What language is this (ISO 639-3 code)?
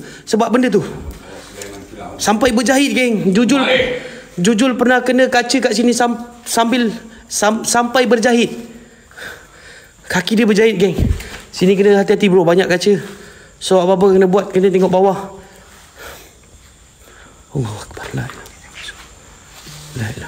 msa